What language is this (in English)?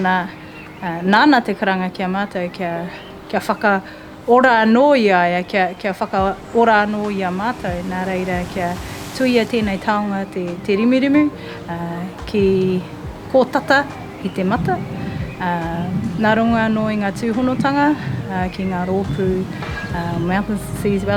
Māori